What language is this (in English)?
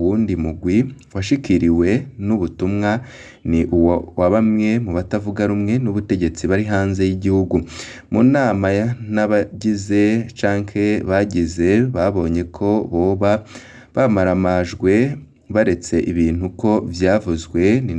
Rundi